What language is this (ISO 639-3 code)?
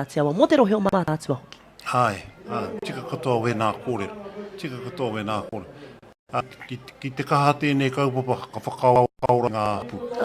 mri